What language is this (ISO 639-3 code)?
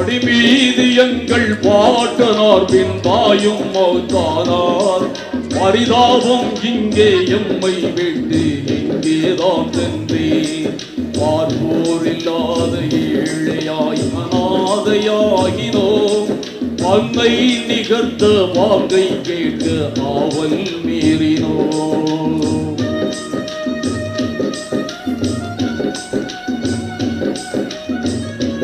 tam